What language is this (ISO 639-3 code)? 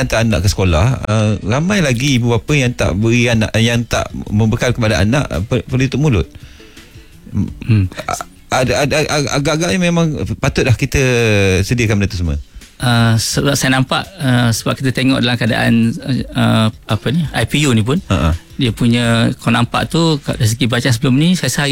msa